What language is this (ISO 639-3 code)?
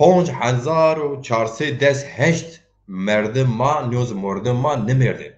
zza